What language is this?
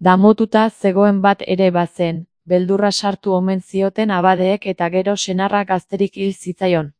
Basque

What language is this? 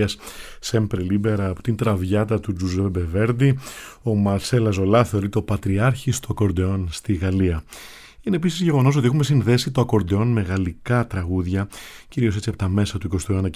Greek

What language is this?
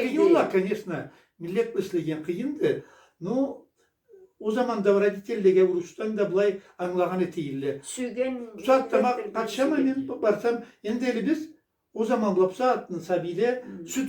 Karachay-Balkar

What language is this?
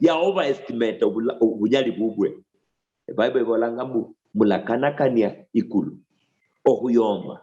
Luyia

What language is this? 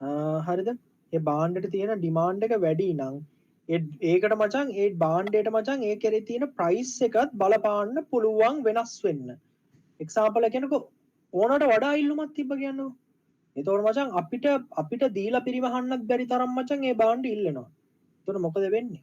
Sinhala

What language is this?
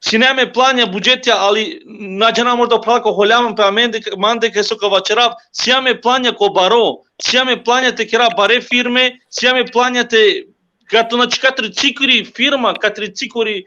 Balkan Romani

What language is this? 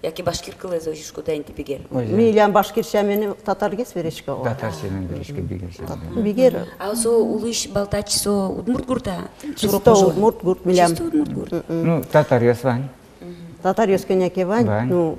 Udmurt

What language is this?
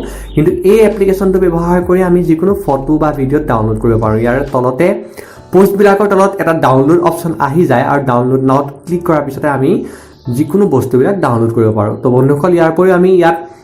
Assamese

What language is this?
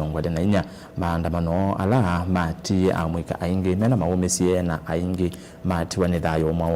Kamba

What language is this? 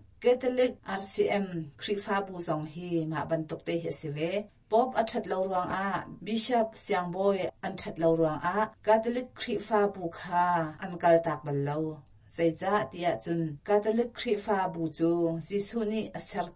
Hakha Chin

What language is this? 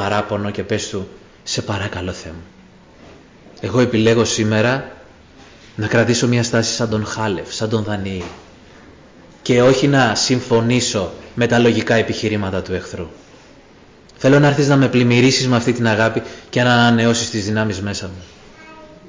Greek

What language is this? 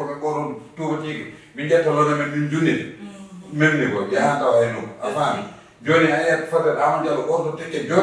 Fula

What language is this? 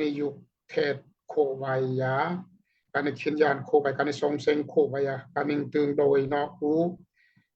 Daai Chin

